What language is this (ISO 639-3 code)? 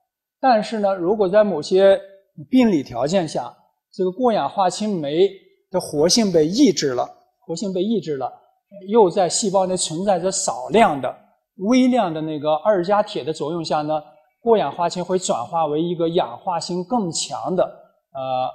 zho